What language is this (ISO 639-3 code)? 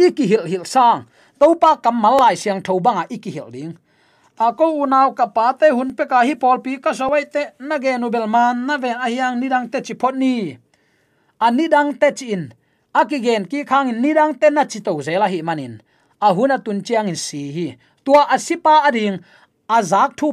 ctd